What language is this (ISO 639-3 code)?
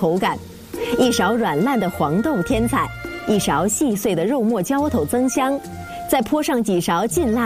zho